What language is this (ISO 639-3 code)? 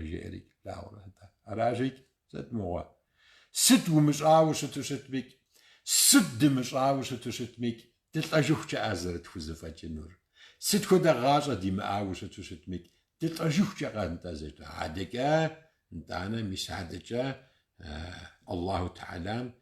kbd